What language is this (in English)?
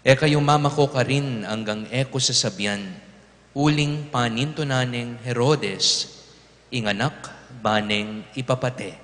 Pampanga